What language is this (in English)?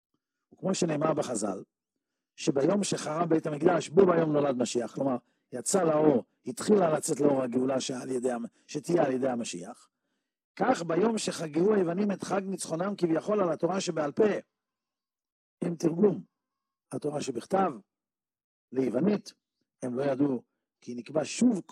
Hebrew